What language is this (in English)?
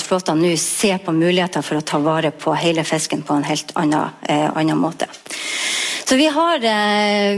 Norwegian